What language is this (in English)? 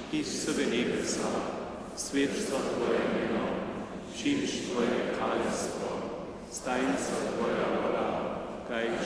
Upper Sorbian